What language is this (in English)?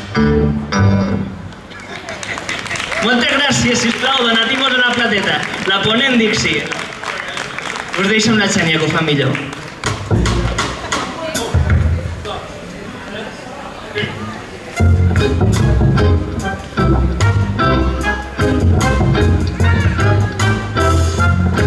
Catalan